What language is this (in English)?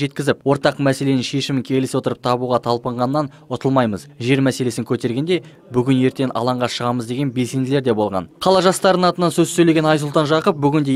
Kazakh